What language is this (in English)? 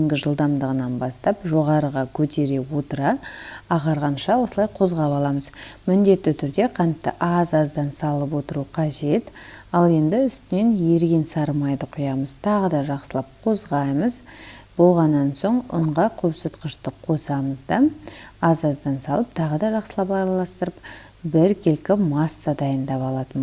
Kazakh